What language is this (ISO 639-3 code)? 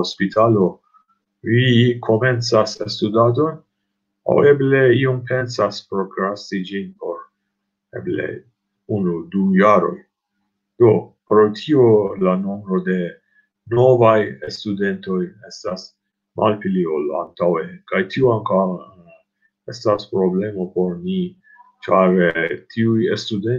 epo